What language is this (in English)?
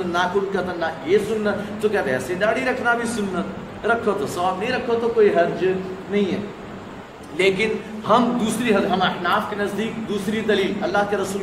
Urdu